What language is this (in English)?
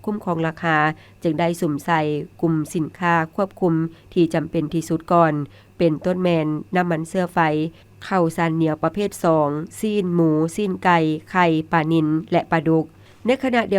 Lao